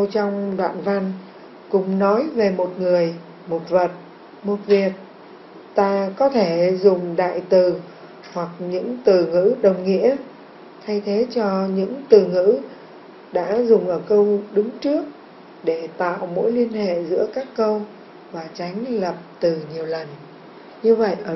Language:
Vietnamese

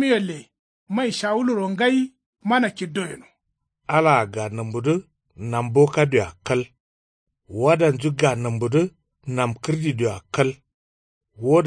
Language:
Kanuri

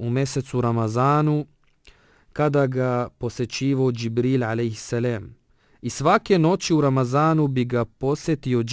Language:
Bosnian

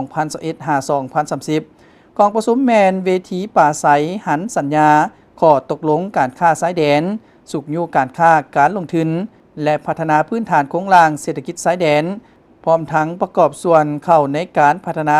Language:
Lao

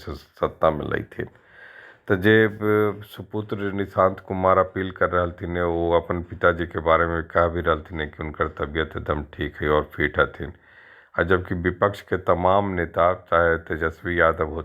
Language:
Magahi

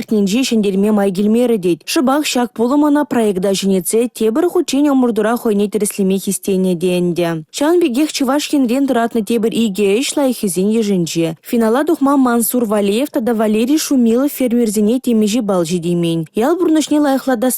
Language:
Chuvash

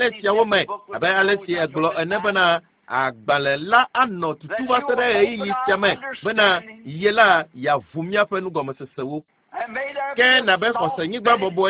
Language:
Ewe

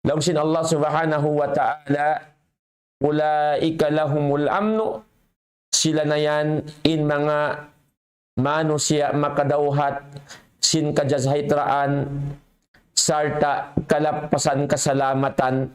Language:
Tausug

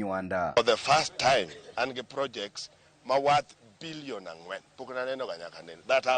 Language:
Luo (Kenya and Tanzania)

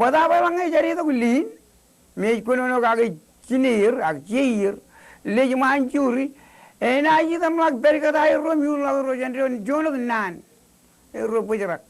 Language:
Marshallese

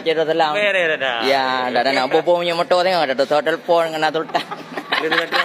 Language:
Achinese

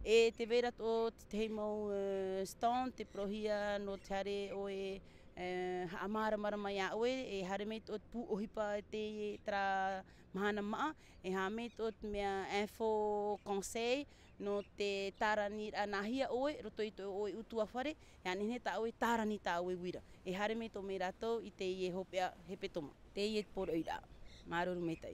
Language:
Tahitian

